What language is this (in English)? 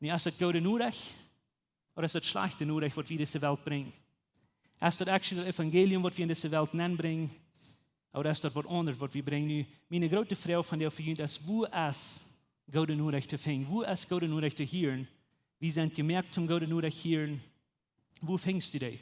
Plautdietsch